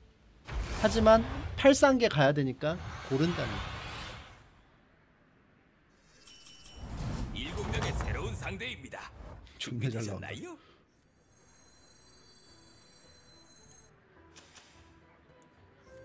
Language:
Korean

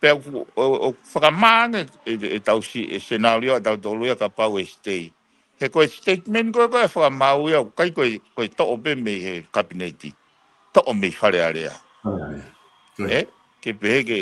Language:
Tongan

